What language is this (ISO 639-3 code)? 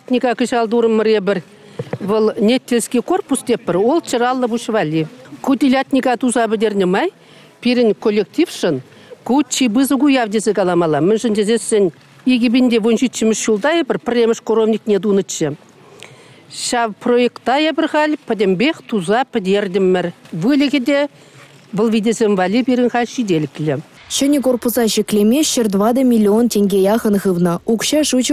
chv